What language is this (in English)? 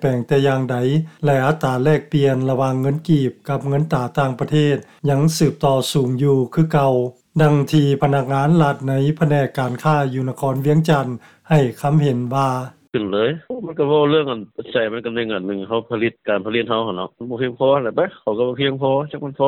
Lao